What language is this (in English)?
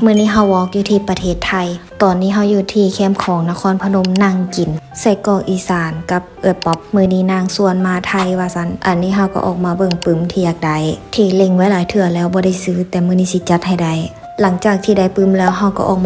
Lao